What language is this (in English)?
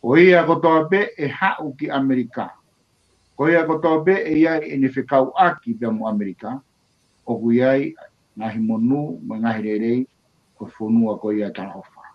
Tongan